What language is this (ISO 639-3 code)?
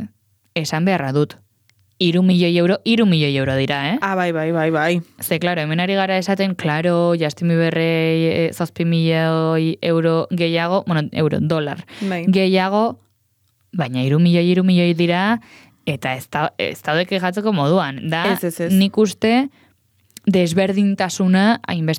eus